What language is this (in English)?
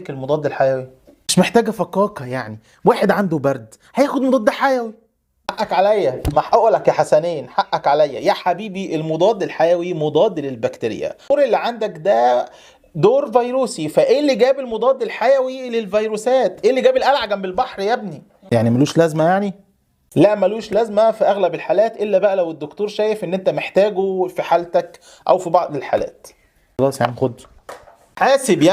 Egyptian Arabic